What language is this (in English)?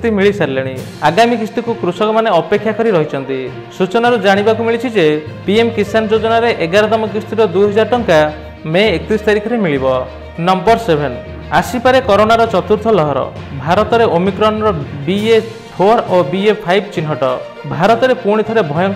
Odia